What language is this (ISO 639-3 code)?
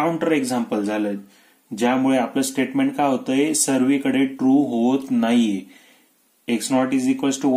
mar